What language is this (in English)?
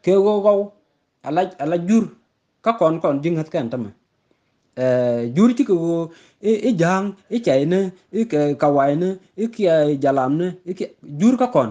Nuer